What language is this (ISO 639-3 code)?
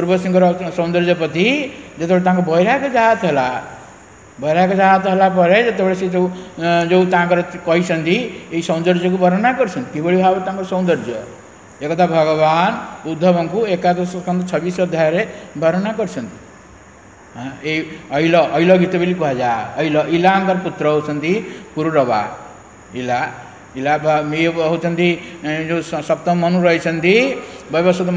ori